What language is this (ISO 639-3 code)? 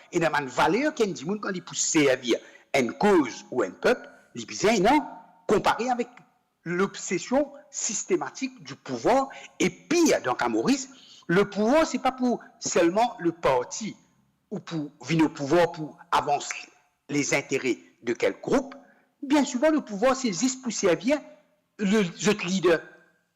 mfe